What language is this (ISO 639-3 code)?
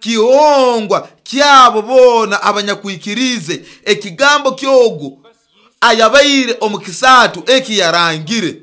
nyo